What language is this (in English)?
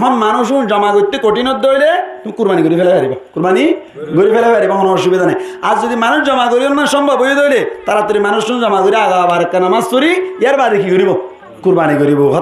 Rohingya